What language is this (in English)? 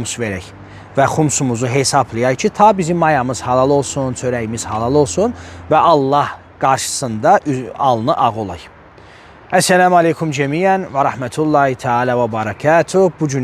Azerbaijani